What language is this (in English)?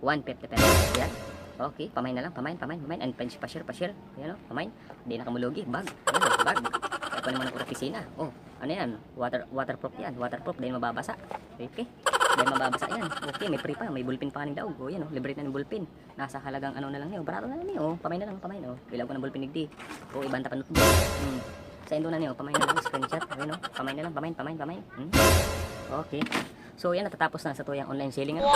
Bikol